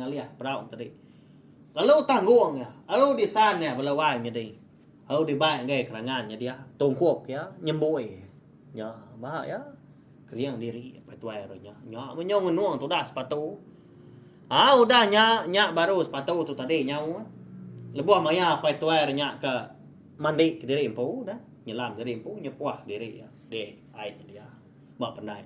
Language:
Iban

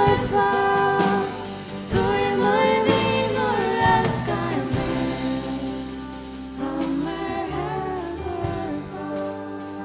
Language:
Faroese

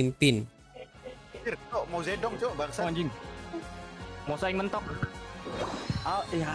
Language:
Indonesian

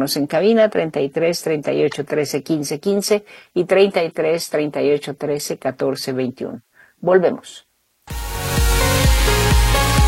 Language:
Spanish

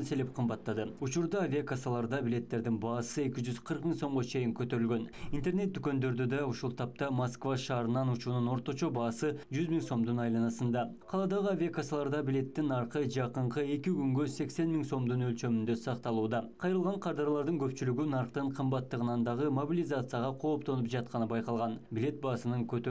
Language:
Kyrgyz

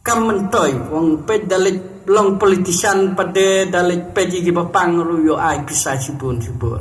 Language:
Khasi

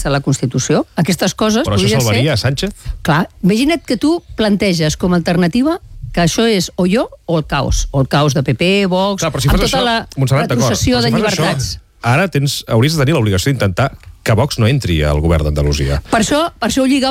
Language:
Catalan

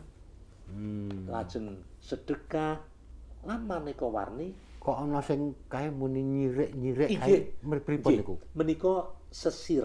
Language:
Javanese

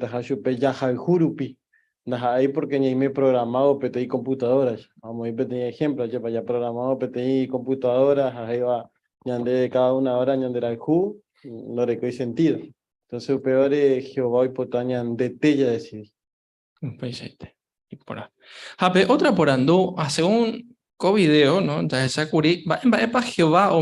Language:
Guarani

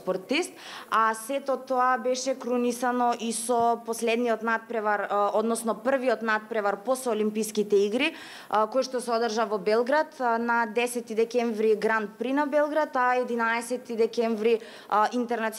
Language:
Macedonian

